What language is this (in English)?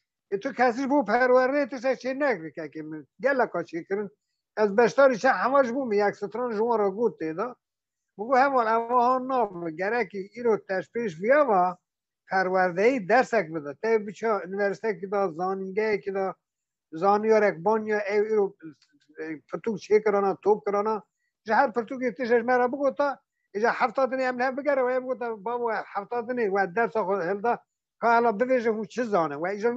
Kurdish